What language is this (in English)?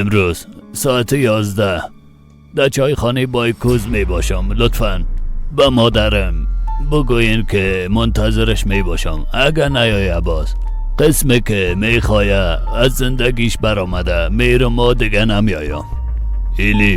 Persian